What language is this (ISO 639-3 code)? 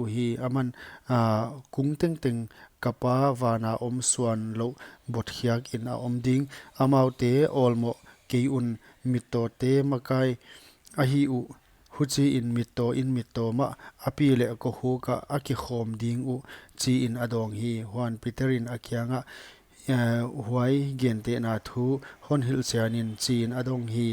pck